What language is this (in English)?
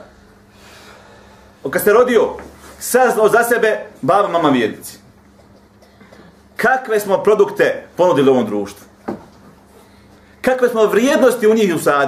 Bosnian